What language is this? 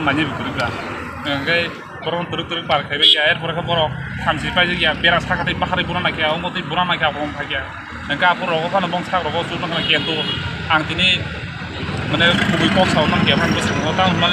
Riang (India)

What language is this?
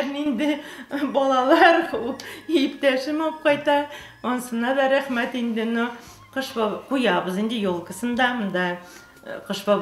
Tatar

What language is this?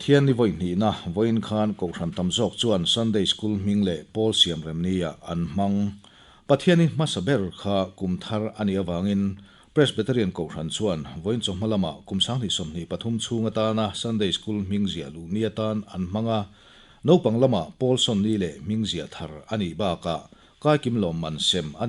Mizo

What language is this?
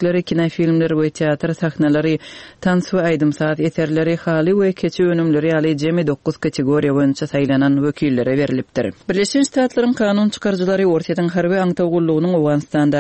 Turkmen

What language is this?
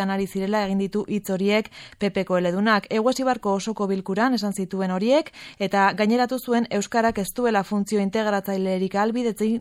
Basque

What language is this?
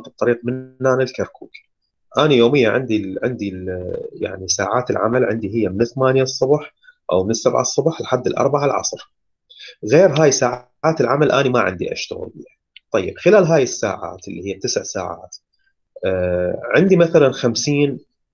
Mesopotamian Arabic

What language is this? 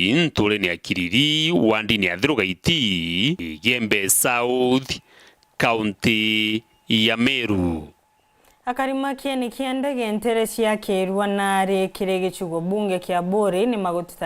Meru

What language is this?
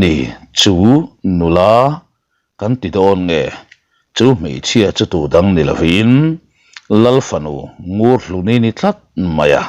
Mizo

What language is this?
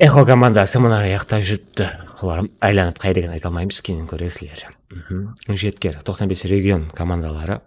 Kara-Kalpak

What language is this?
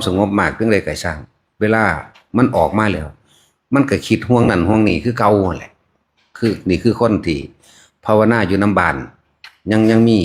Northeastern Thai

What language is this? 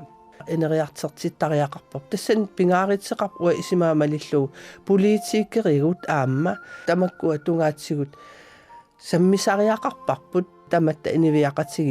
Kalaallisut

